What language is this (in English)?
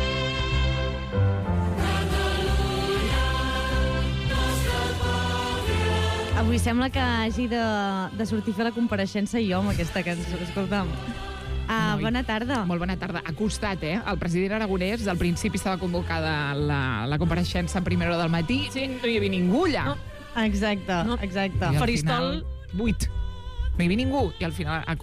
Catalan